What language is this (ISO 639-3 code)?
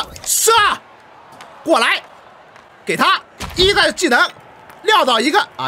zho